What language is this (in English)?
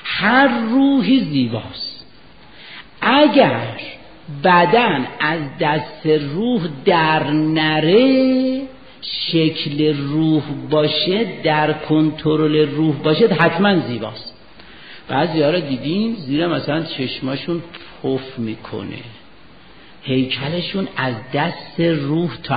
Persian